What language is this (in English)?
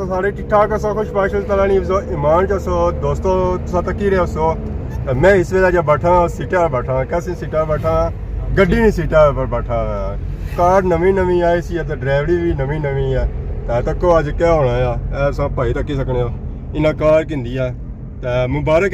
Pahari-Potwari